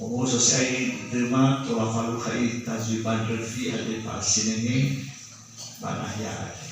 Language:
Nias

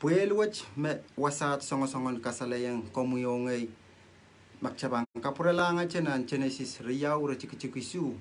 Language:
Pohnpeian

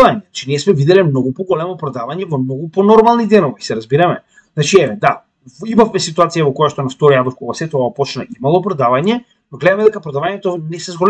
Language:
Macedonian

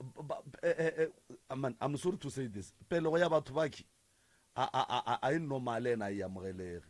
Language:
Northern Sotho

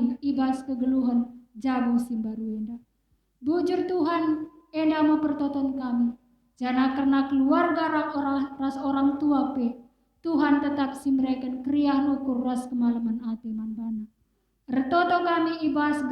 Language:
Batak Karo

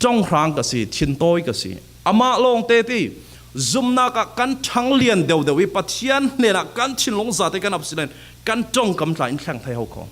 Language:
Falam Chin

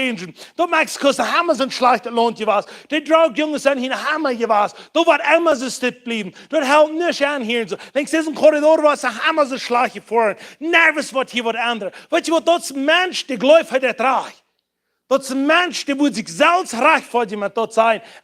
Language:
Plautdietsch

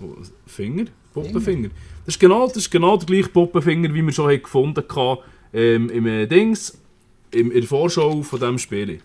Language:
Swiss German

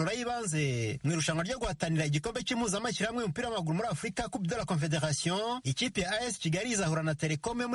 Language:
Kinyarwanda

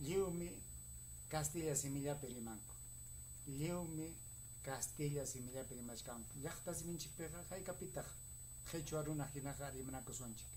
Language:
Ayacucho Quechua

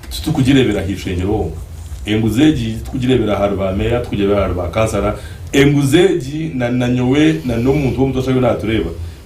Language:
Nyankole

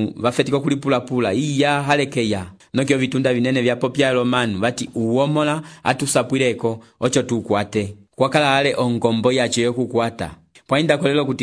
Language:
Umbundu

